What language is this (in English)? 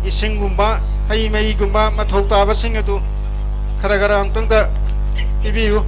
Manipuri